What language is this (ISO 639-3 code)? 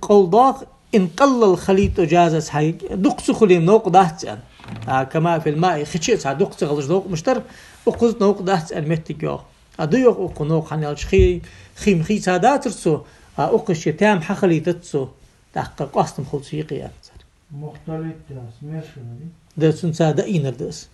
inh